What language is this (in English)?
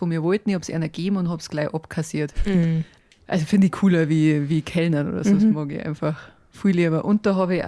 Bavarian